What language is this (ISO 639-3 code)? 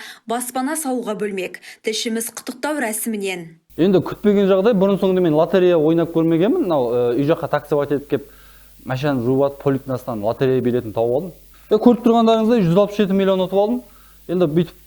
kaz